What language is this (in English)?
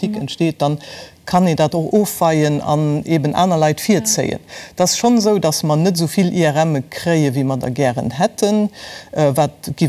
Luxembourgish